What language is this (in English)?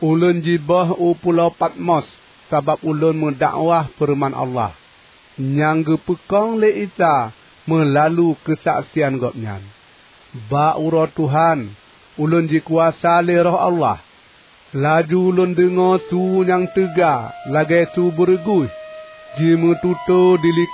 Achinese